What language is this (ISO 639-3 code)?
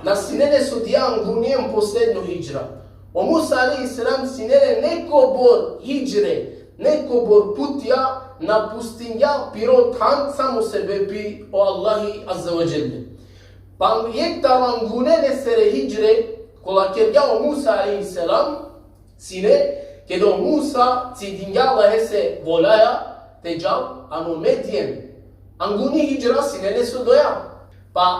rmn